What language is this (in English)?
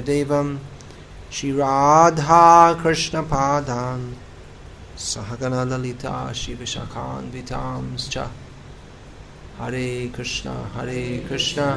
Hindi